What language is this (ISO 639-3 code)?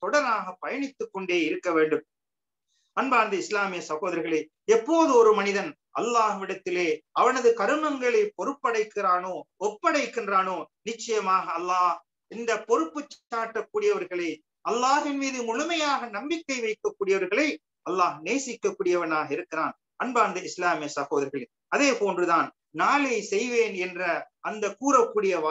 tam